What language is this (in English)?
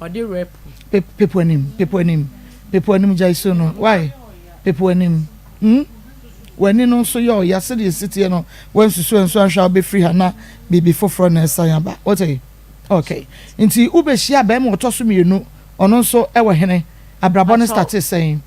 Akan